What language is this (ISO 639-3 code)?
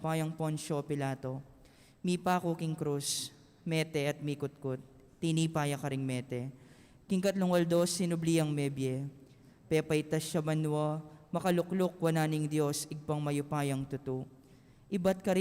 pam